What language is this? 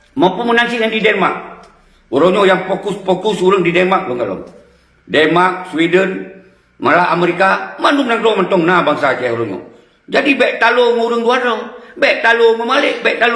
Achinese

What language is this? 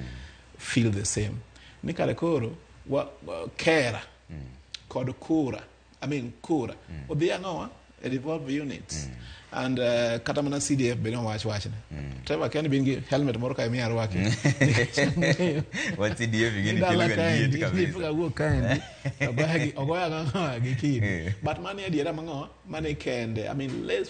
Luo (Kenya and Tanzania)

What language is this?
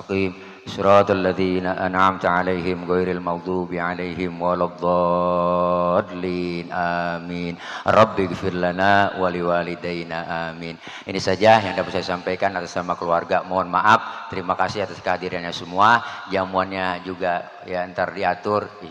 Betawi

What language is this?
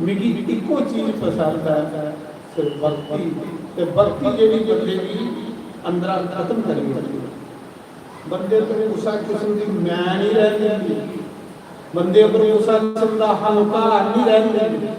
Dogri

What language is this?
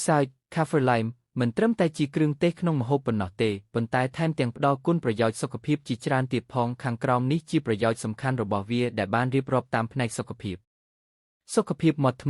Khmer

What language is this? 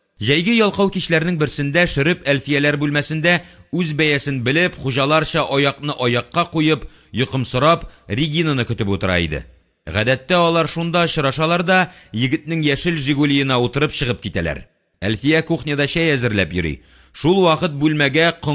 Tatar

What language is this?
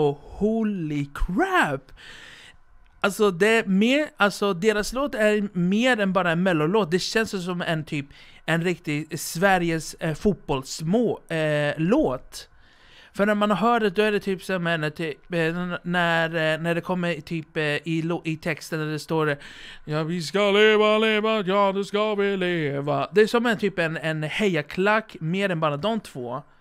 Swedish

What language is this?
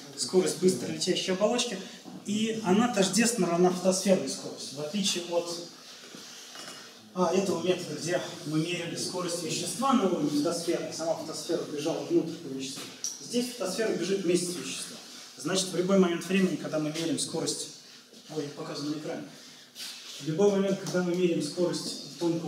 Russian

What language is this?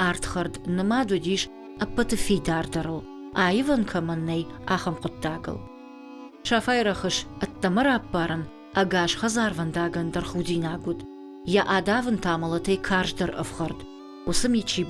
Ossetic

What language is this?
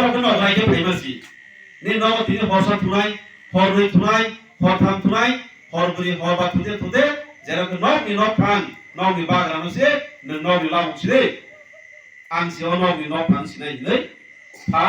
Kok Borok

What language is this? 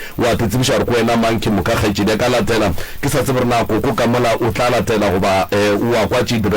Northern Sotho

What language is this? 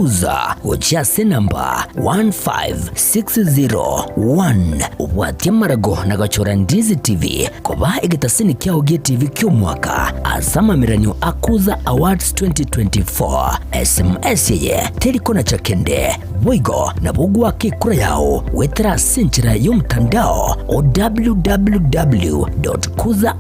Gusii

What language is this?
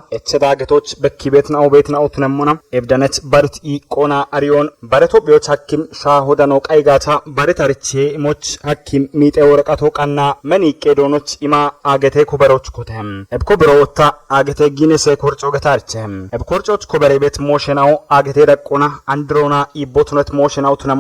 Kafa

